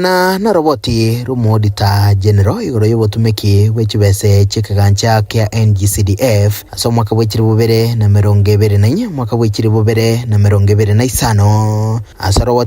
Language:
Gusii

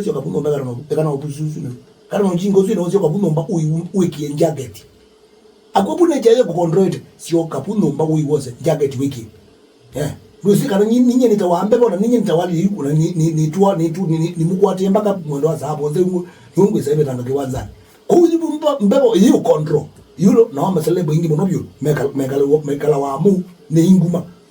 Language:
Kamba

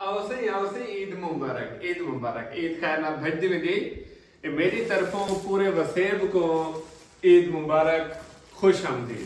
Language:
Saraiki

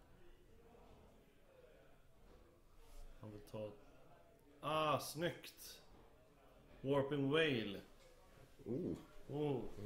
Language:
Swedish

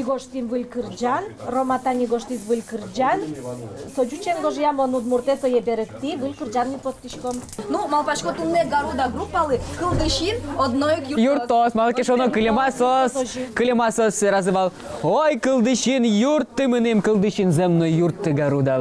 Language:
Udmurt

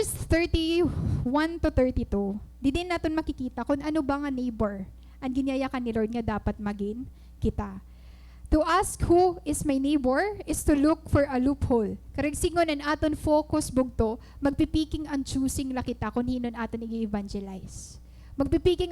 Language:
Waray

